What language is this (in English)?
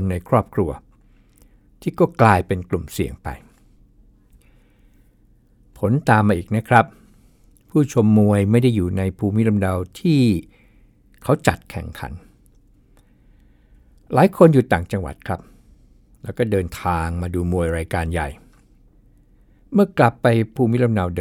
Thai